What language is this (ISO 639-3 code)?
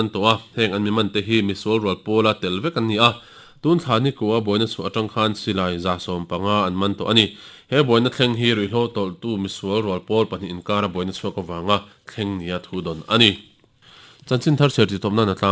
lus